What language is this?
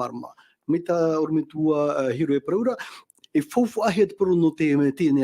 Tahitian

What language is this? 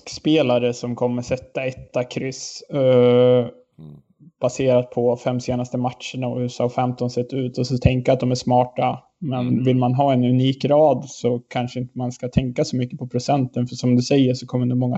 Swedish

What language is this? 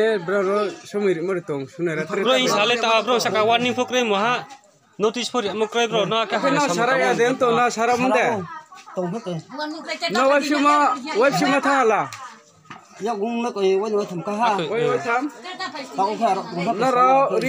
Riang (India)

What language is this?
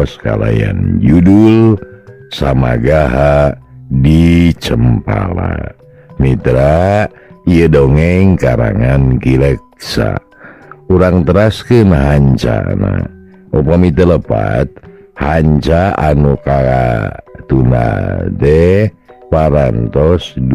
Sundanese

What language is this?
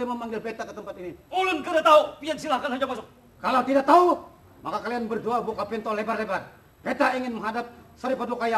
Banjar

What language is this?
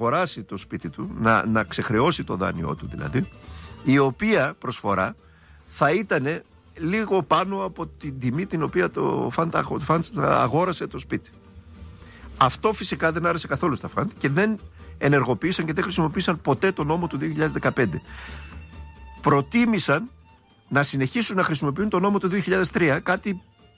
Greek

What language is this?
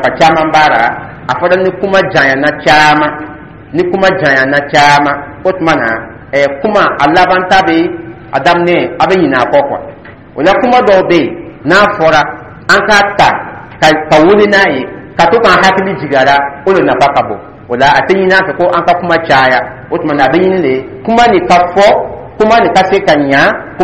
Dyula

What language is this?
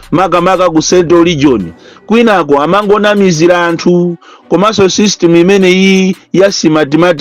Nyanja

